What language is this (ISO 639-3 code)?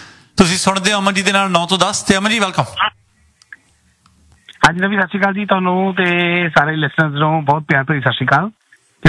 pan